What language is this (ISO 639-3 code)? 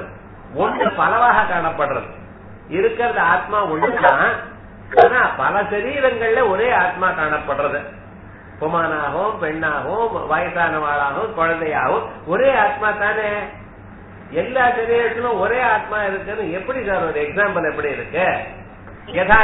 tam